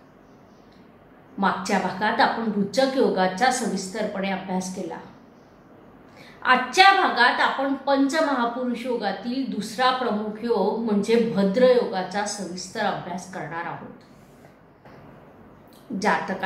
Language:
Marathi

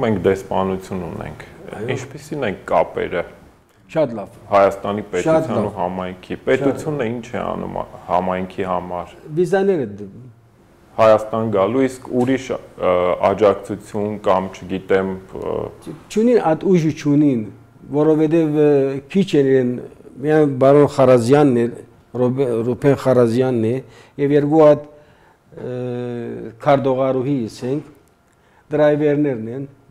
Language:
Armenian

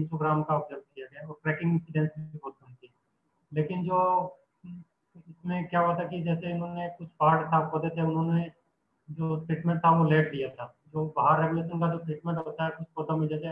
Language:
Hindi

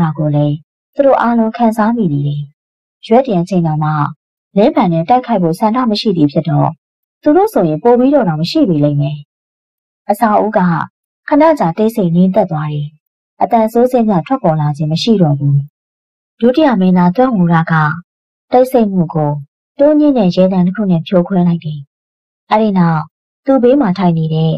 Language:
Burmese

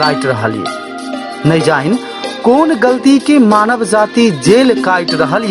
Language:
Maithili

